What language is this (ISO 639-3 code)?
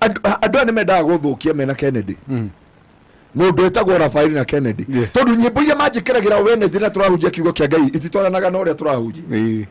kik